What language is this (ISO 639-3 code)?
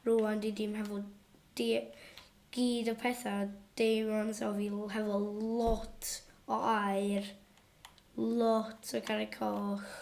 cym